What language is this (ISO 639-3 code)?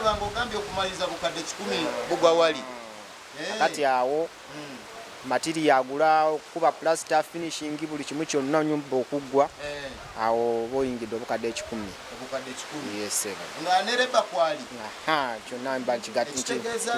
lug